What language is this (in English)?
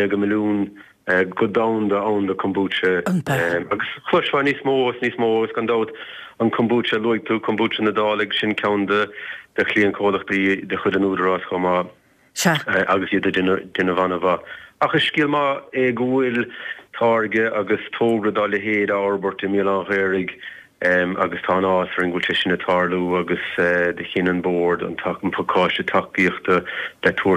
Irish